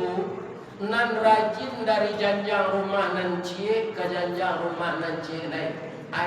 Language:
Minangkabau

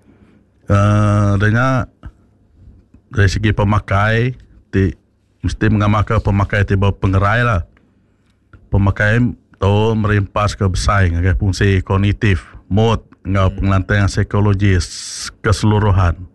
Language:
Iban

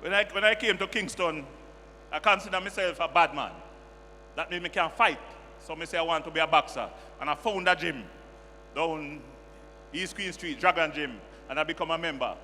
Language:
Jamaican Creole English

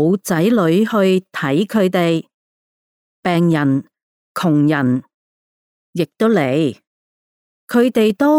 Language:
Cantonese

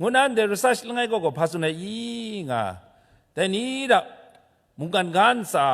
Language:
Kachin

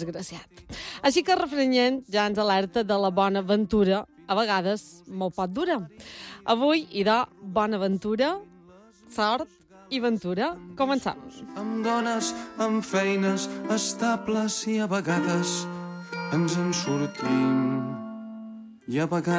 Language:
Catalan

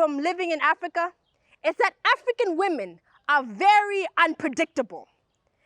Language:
English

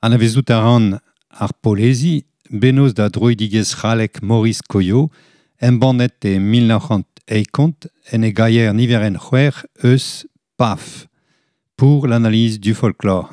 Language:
Breton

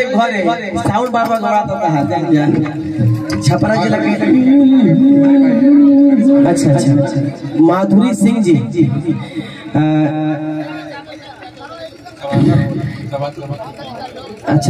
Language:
Bhojpuri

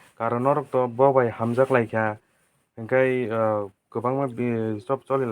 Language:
Kok Borok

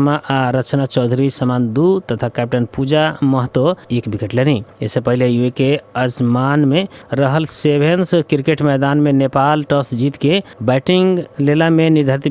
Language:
Bhojpuri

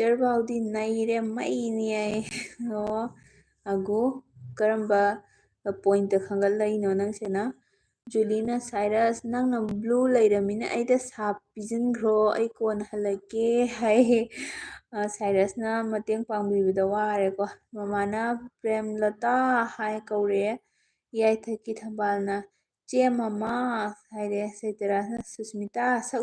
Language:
Manipuri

